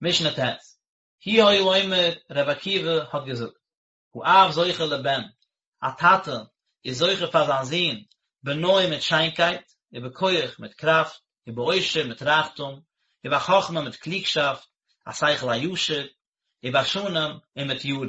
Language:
Yiddish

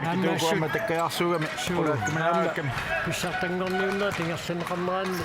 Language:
Kalaallisut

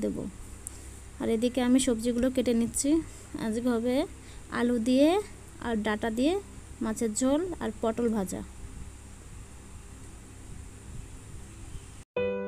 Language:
Bangla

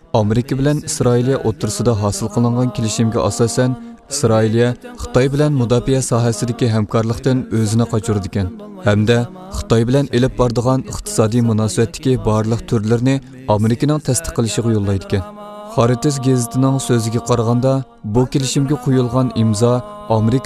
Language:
Uyghur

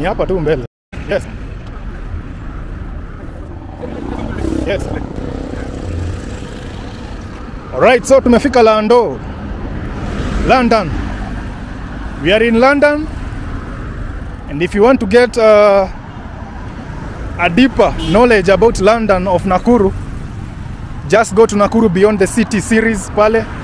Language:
Swahili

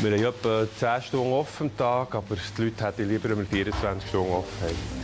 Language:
Swiss German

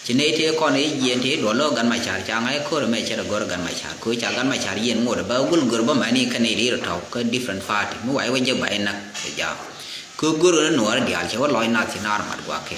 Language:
Nuer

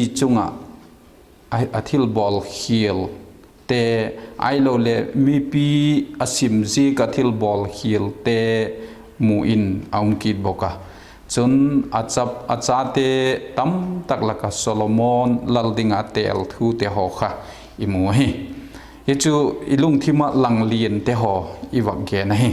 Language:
Vaiphei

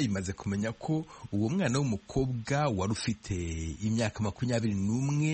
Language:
Kinyarwanda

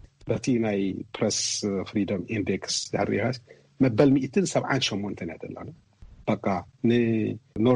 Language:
Tigrinya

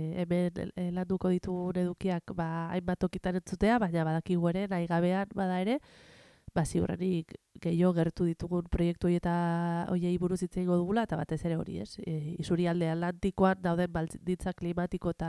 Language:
Basque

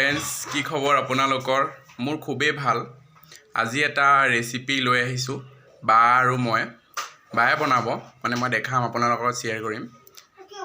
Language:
Assamese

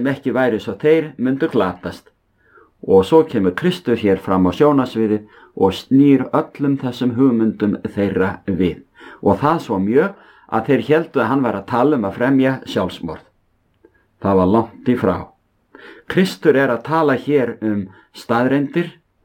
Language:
Icelandic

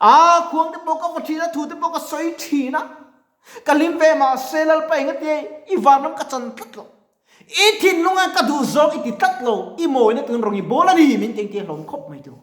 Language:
Mizo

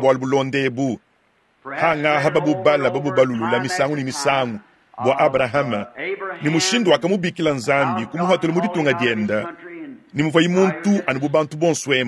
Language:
Luba-Lulua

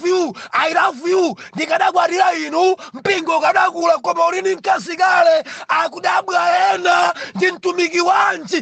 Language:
Nyanja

